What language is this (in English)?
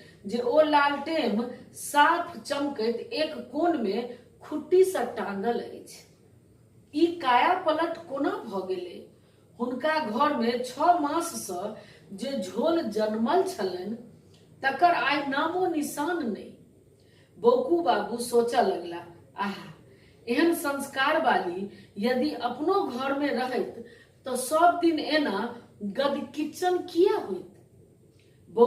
Maithili